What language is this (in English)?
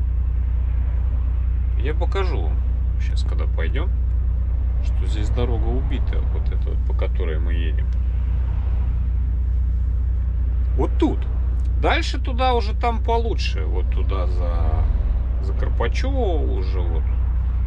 Russian